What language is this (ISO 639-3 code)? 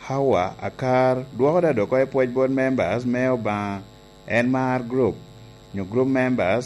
laj